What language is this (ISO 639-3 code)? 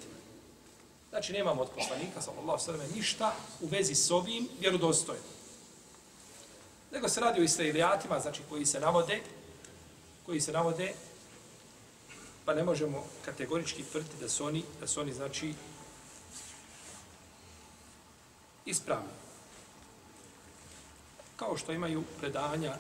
bos